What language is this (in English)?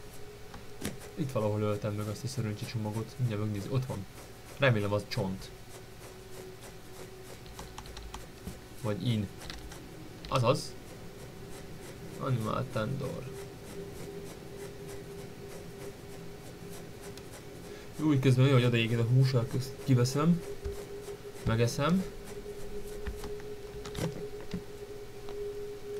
Hungarian